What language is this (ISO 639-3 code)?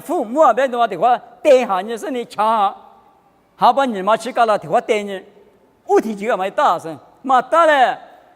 lis